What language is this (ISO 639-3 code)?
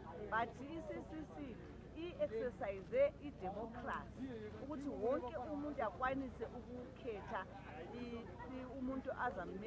nde